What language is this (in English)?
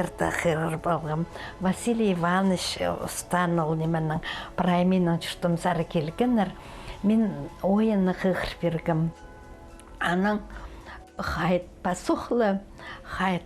Khakas